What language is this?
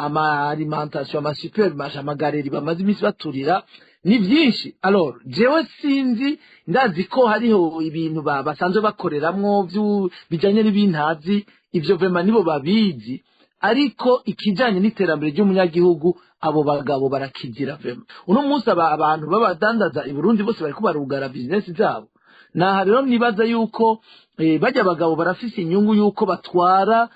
Rundi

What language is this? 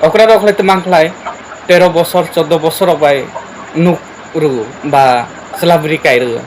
Kok Borok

